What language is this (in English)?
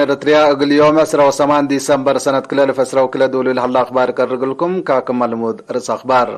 Tigre